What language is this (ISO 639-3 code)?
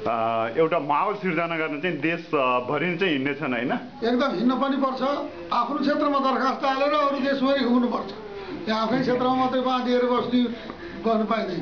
nep